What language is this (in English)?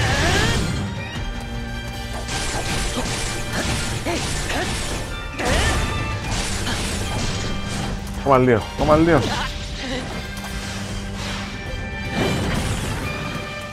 Greek